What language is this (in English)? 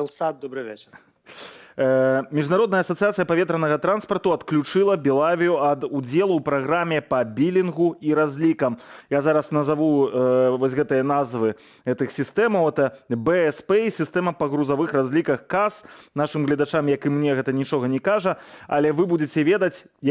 Belarusian